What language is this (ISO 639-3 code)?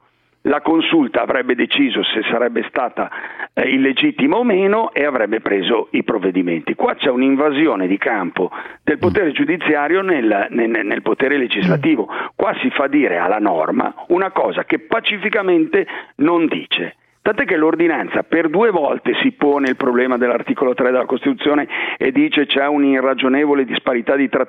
ita